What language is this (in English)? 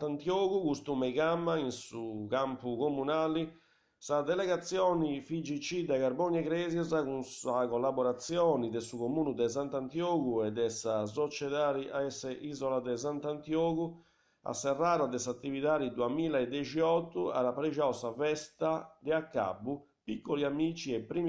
Sardinian